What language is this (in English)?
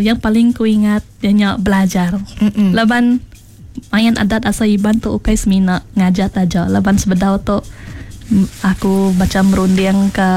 Iban